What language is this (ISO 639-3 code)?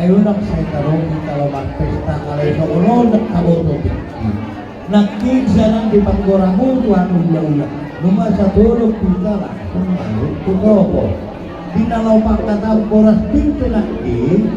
bbc